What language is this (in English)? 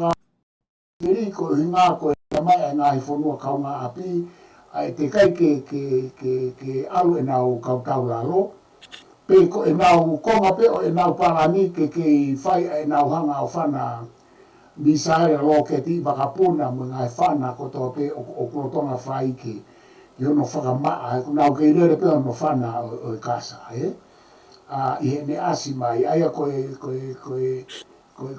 Tongan